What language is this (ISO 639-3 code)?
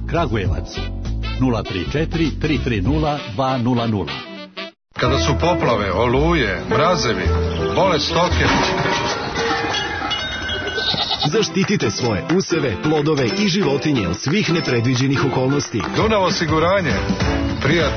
srp